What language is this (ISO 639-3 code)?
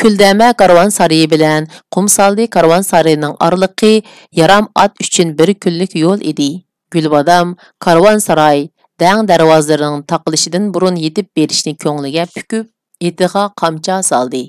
uig